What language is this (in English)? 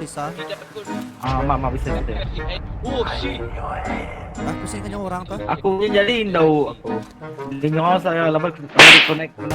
Iban